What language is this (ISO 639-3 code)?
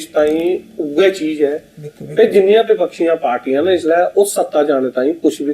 doi